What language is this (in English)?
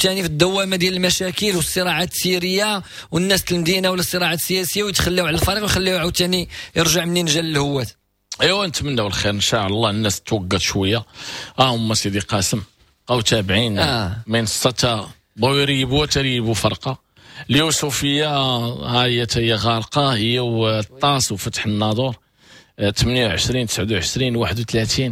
Moroccan Arabic